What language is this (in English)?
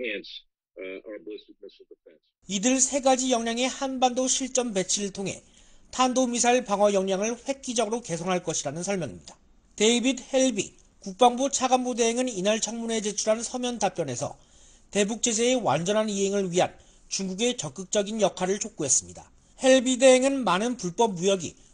Korean